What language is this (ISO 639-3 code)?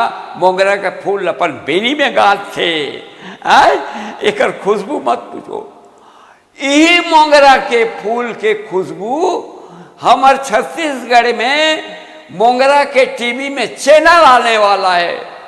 hne